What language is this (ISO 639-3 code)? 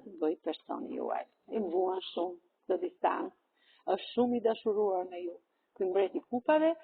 sqi